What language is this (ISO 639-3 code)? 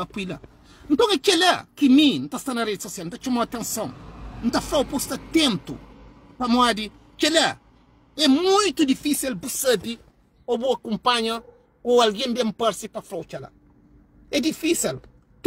kea